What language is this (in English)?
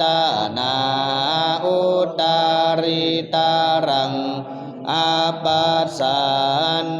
Pali